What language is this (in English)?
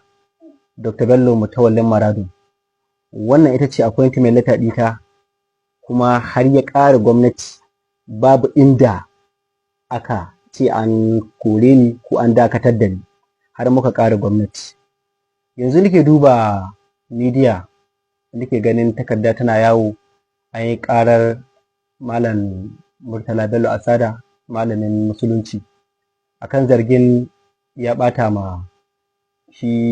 Hausa